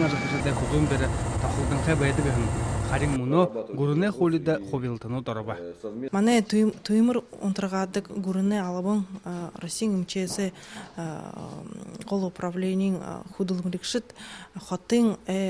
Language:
Buriat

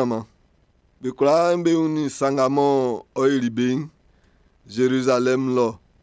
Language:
Baoulé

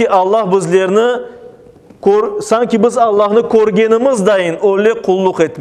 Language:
Crimean Tatar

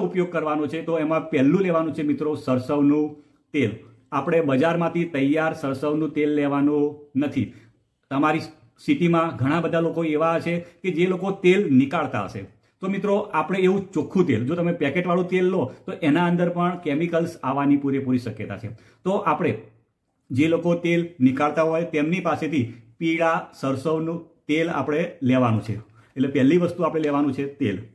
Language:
Gujarati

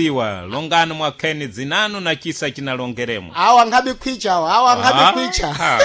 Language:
Sena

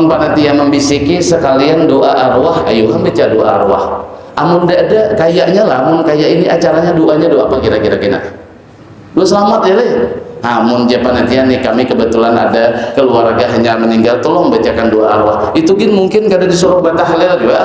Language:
Banjar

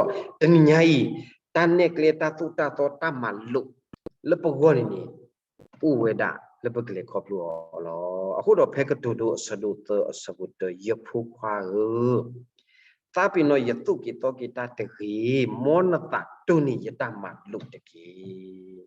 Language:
S'gaw Karen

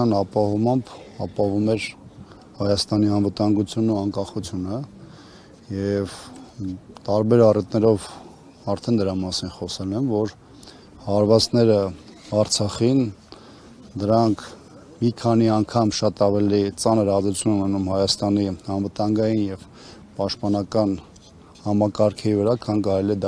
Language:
Armenian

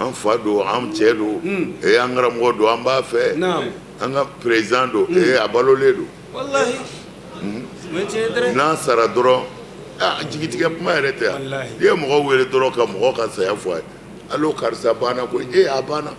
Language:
Bambara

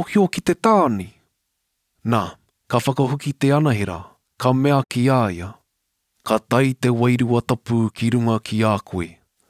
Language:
Māori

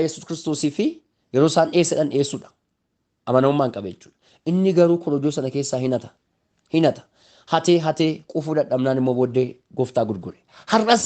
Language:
Oromo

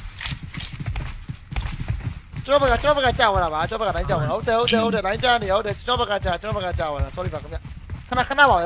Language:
Burmese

